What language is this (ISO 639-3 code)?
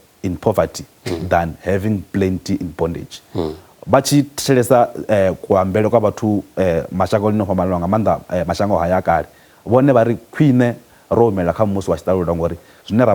ven